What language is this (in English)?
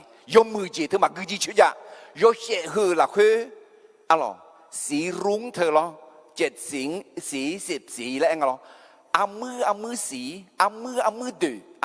Akha